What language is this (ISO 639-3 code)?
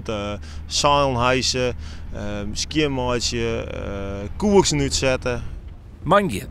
fry